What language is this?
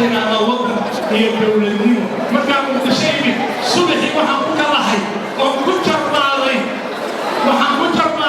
Somali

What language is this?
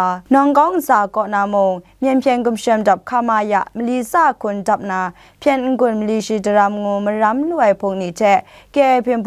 Kachin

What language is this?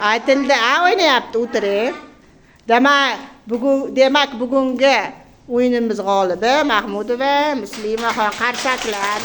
Uzbek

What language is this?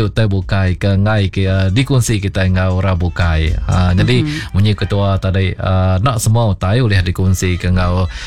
Iban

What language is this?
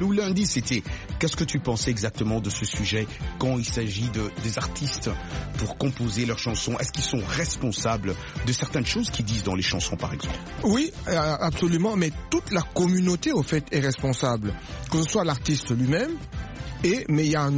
French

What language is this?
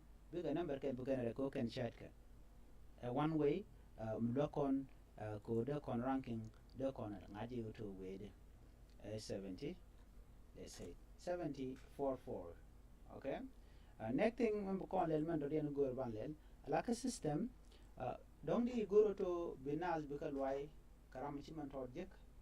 Nuer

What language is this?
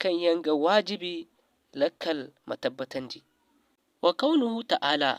Zarma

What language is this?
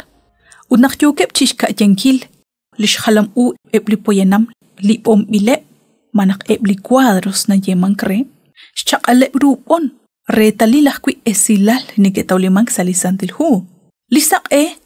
Kekchí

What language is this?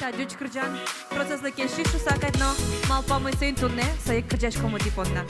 Udmurt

